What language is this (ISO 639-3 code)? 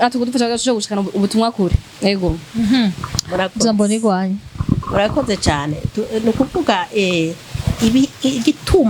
run